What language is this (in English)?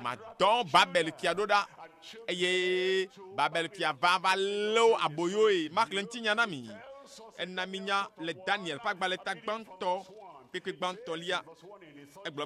Ewe